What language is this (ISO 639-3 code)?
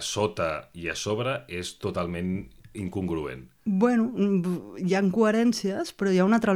cat